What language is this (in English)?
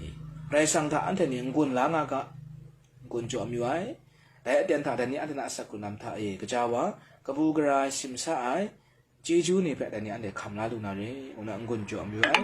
Kachin